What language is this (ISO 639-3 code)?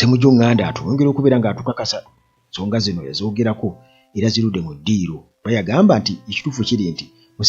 lug